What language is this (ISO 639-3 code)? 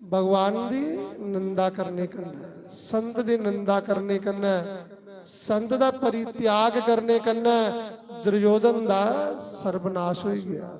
doi